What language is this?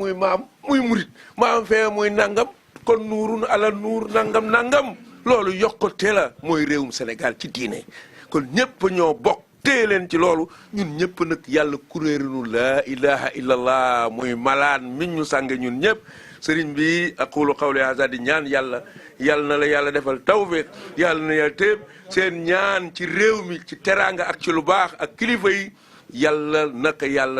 Wolof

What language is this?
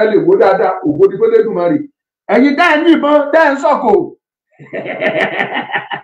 Yoruba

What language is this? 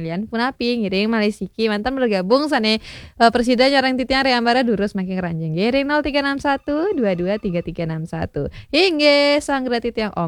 Balinese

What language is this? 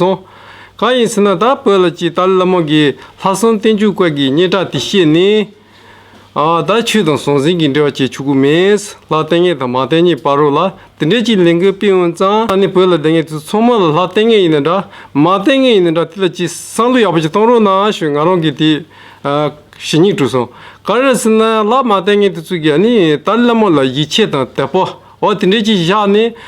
Tibetan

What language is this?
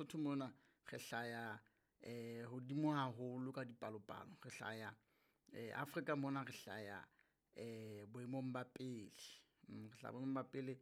Southern Sotho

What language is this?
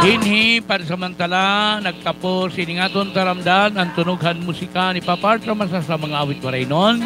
Waray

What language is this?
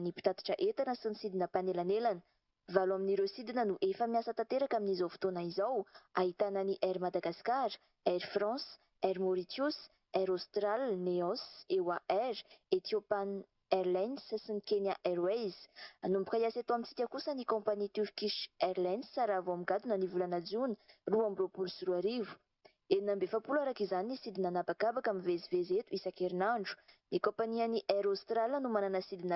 Malagasy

